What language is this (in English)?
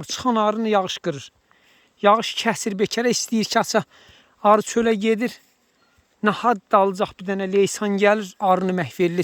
Azerbaijani